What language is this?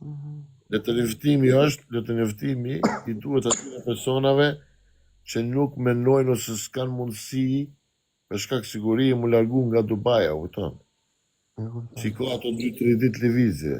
Albanian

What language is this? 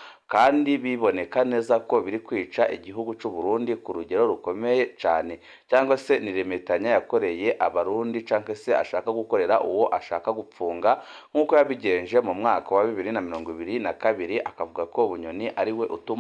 Rundi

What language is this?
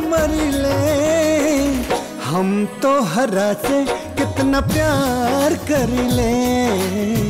Bhojpuri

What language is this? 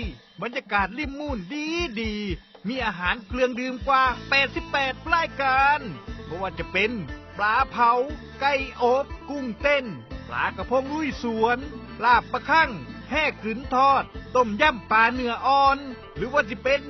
Northeastern Thai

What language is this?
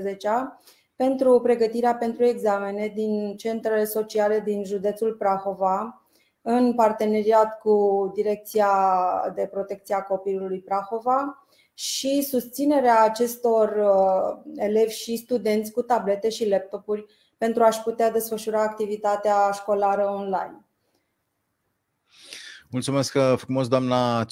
Romanian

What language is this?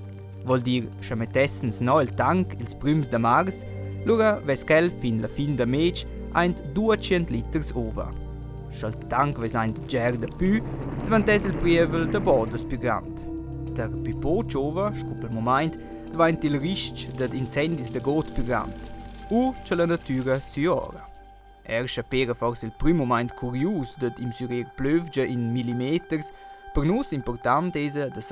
Romansh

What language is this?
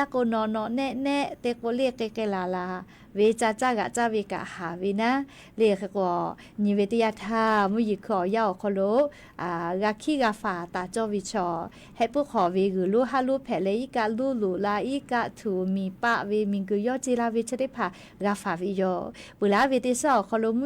Lahu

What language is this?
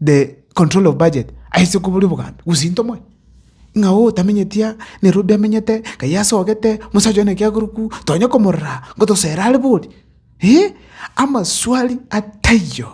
Gusii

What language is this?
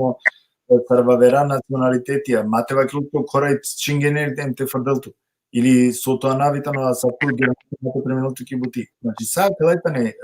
Balkan Romani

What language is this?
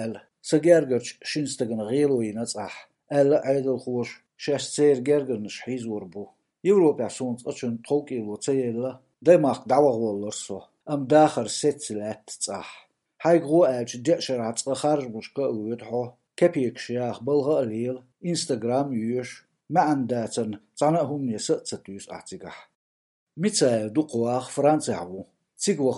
Chechen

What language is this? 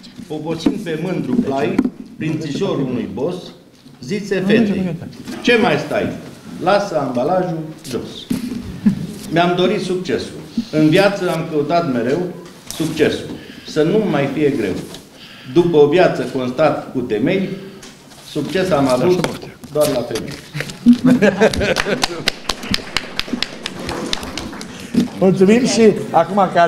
Romanian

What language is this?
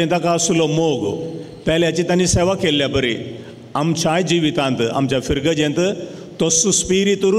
Konkani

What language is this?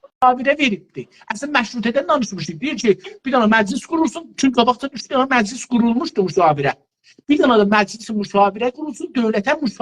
South Azerbaijani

